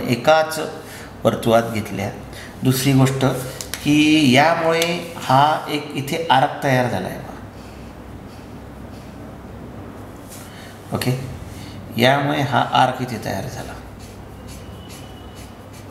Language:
Marathi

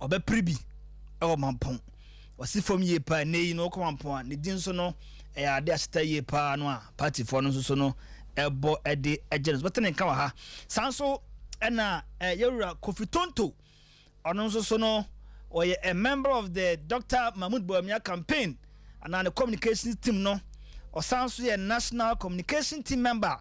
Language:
Akan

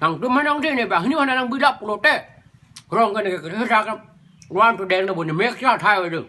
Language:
Karbi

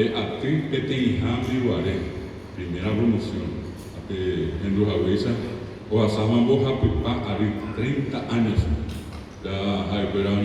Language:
Guarani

